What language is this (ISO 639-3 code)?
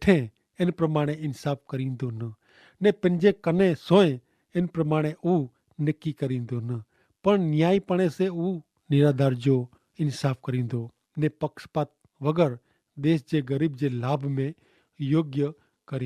kfr